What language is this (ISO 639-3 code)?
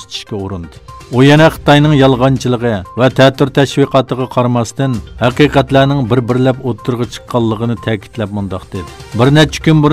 uig